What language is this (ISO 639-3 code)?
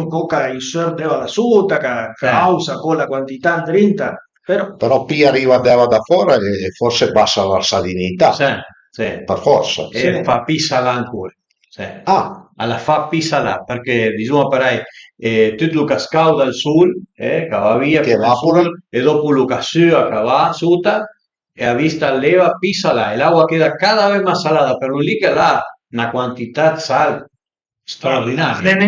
pms